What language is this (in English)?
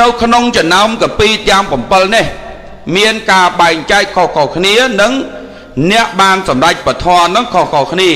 Khmer